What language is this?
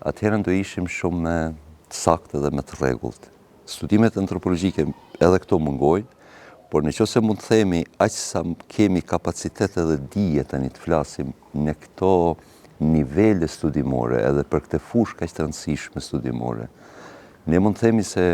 Albanian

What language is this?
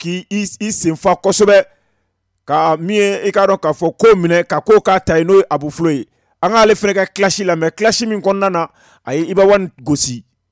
Bambara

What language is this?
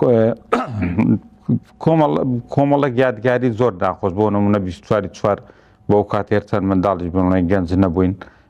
Central Kurdish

